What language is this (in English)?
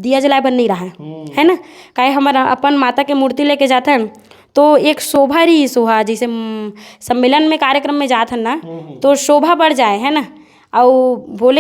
Chhattisgarhi